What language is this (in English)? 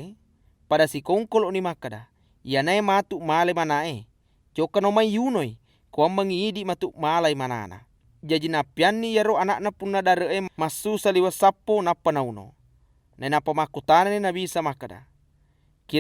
Buginese